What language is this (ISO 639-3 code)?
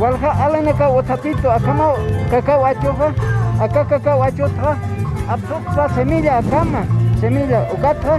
aym